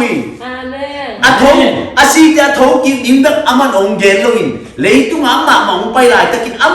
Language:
Tedim Chin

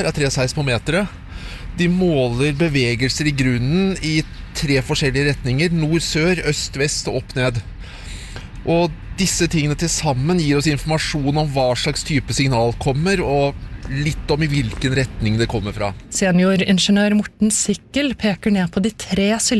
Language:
Norwegian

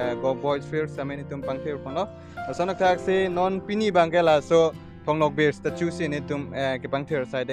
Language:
Karbi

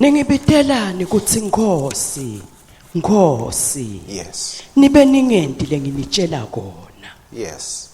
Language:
Swati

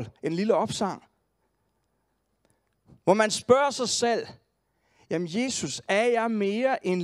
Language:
Danish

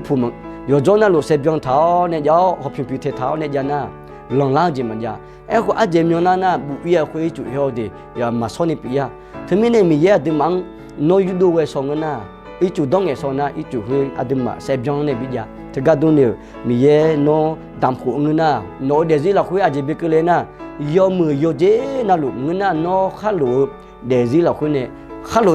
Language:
Akha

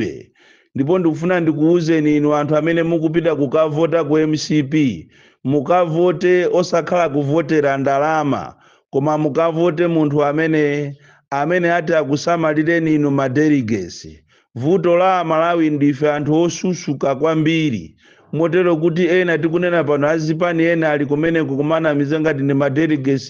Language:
Nyanja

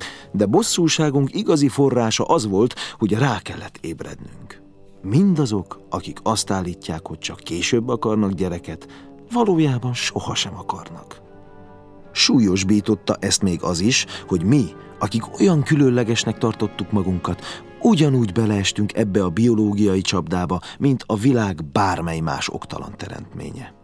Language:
Hungarian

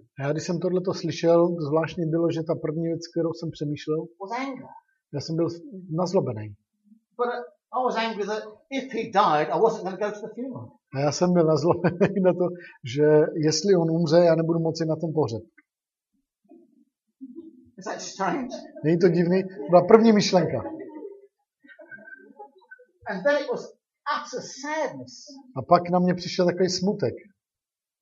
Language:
Czech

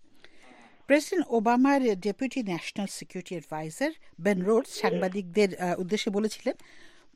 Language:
Bangla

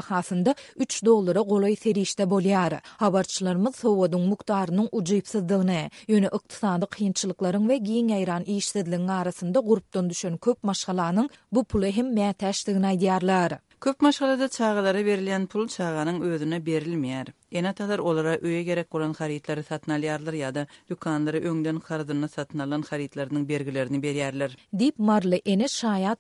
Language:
Turkmen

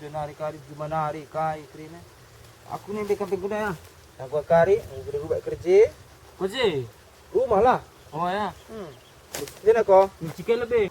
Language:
Batak Karo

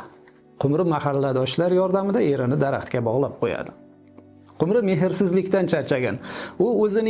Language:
Uzbek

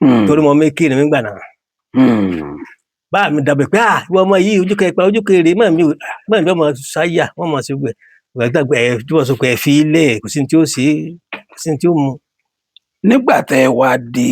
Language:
Yoruba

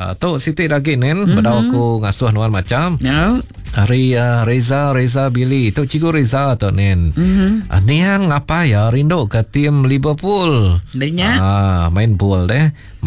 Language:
Iban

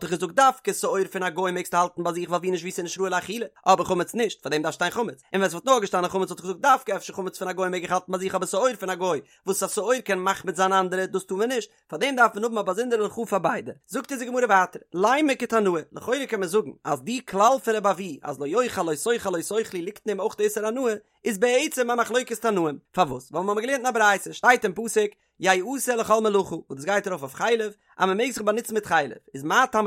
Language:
Yiddish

